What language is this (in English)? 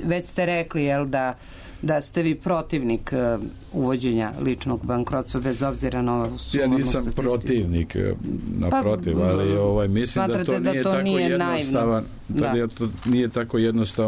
Serbian